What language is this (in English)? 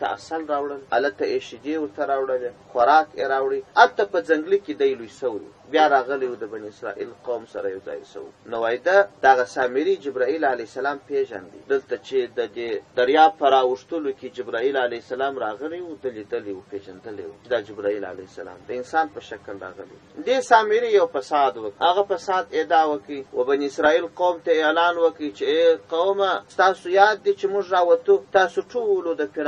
Pashto